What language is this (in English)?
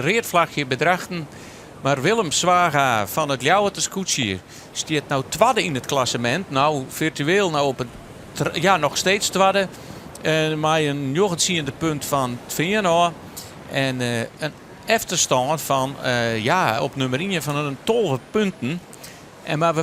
Western Frisian